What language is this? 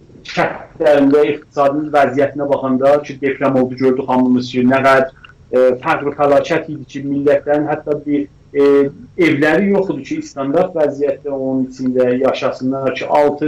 South Azerbaijani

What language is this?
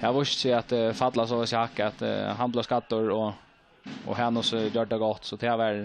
Faroese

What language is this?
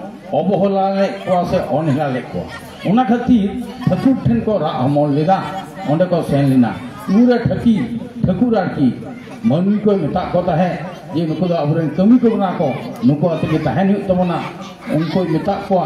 Santali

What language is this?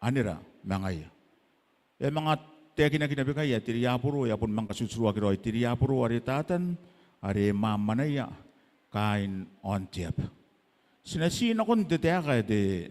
Gilbertese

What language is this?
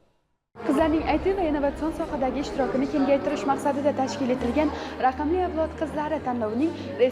Uzbek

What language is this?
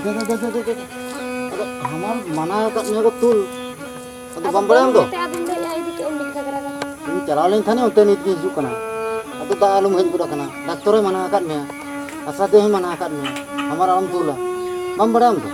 Santali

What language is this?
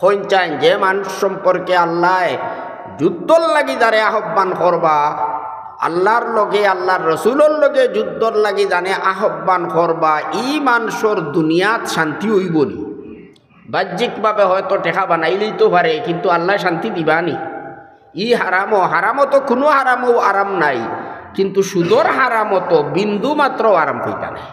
Sylheti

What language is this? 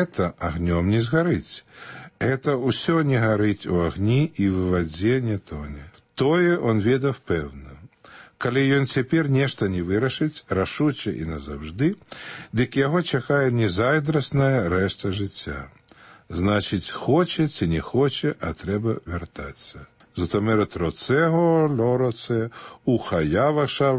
Belarusian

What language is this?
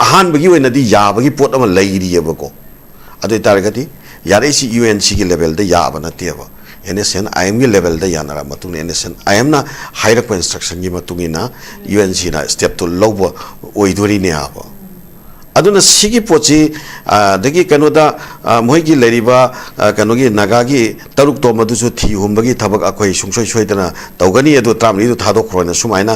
Manipuri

